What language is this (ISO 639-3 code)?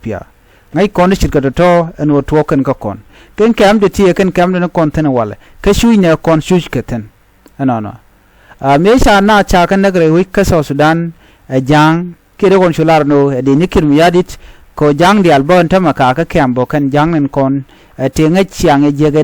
nus